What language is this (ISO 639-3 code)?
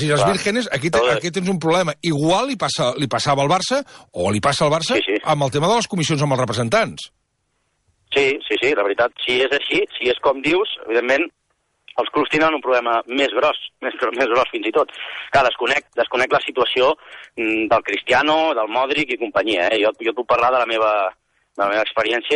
cat